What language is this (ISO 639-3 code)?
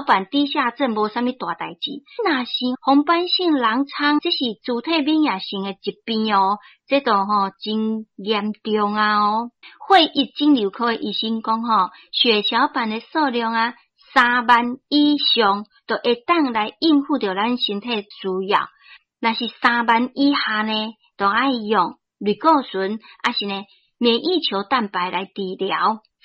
nan